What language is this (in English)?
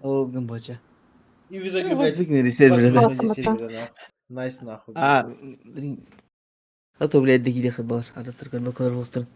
Yakut